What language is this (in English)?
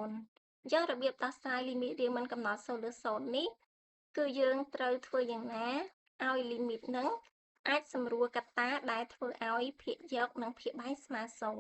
Khmer